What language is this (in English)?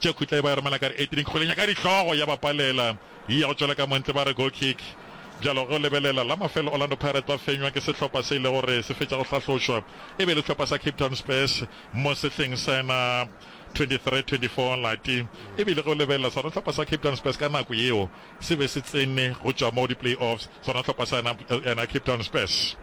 Northern Sotho